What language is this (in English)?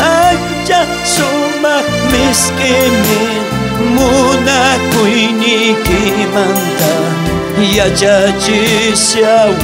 South Bolivian Quechua